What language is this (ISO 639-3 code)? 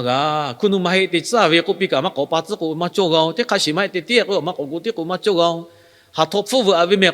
lhu